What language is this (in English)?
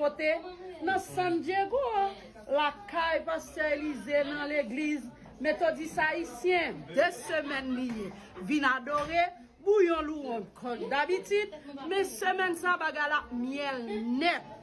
Haitian Creole